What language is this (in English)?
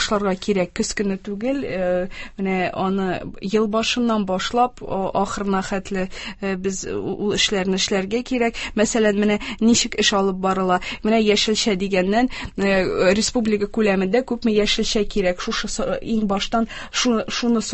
Tatar